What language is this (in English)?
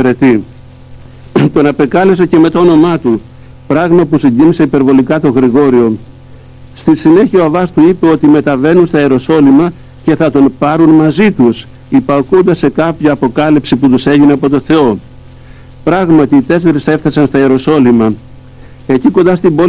Greek